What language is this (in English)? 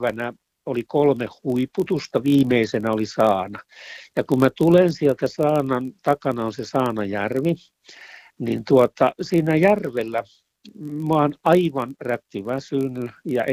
Finnish